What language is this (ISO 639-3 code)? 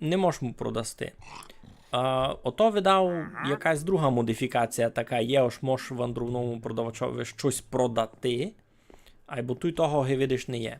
rue